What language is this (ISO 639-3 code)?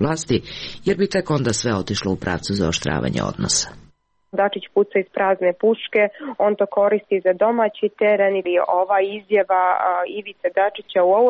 srp